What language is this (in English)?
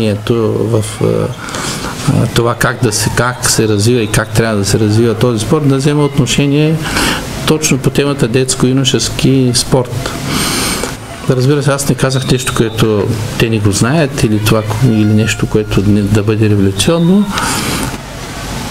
Bulgarian